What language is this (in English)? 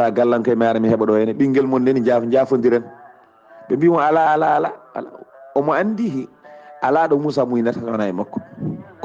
Fula